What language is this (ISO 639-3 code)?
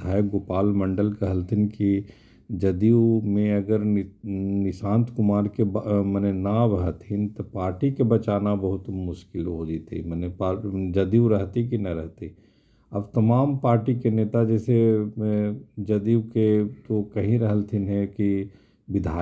mag